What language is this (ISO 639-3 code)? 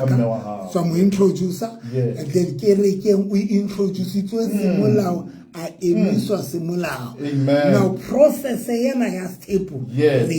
sot